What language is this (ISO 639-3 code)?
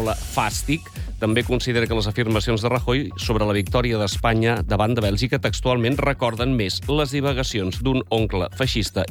cat